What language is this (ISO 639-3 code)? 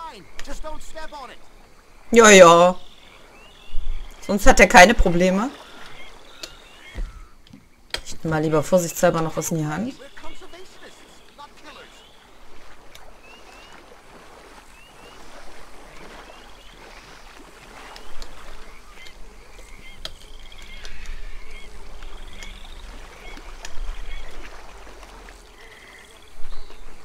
deu